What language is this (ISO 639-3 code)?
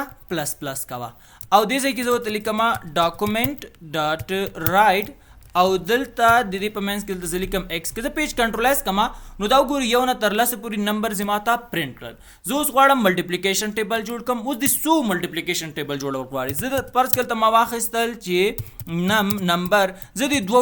pus